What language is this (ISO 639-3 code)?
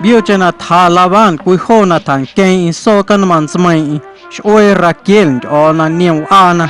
amu